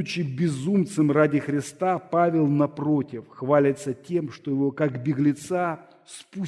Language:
Russian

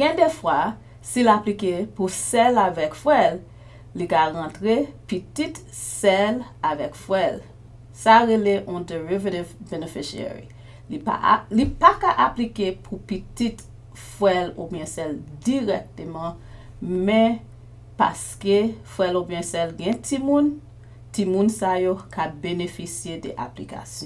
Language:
Haitian Creole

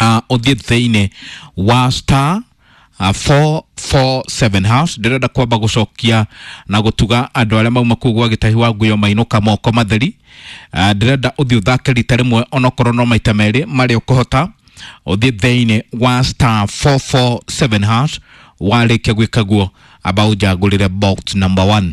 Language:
Kikuyu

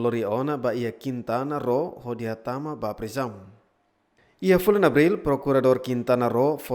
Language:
Tetum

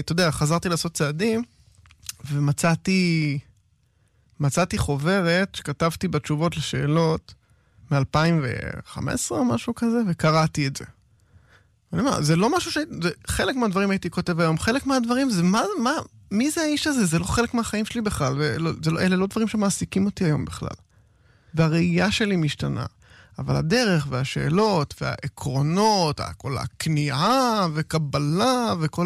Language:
Hebrew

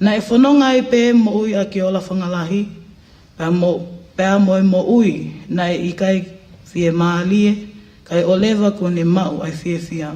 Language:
Tongan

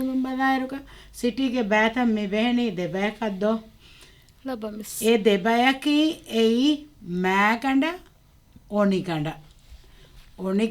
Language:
Divehi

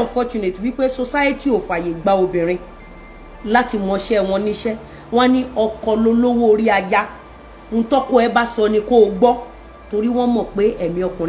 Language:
Yoruba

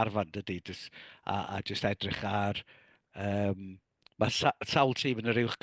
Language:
Welsh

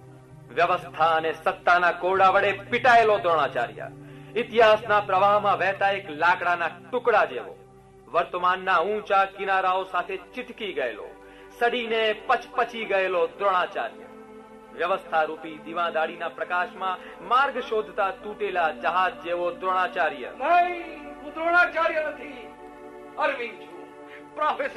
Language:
Gujarati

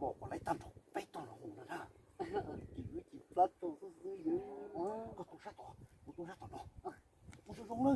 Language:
Hmong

